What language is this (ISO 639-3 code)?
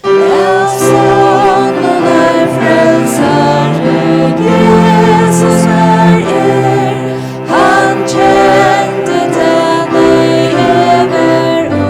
fao